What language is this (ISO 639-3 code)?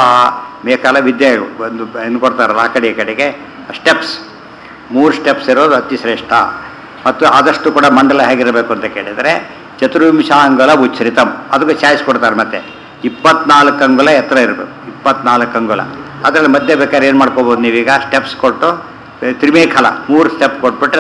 kan